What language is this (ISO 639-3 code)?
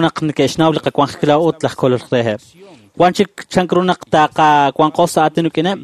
kek